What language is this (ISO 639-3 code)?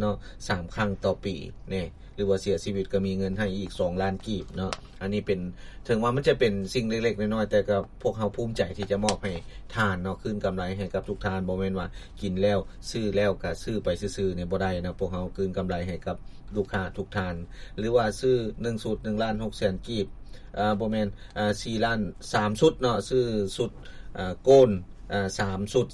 lao